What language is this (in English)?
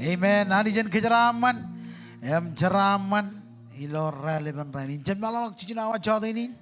Marshallese